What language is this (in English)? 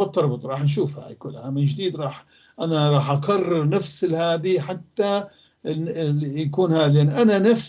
North Levantine Arabic